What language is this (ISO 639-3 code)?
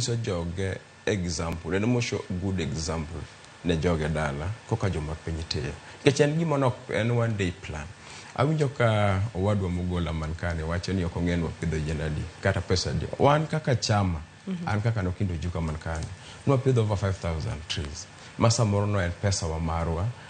luo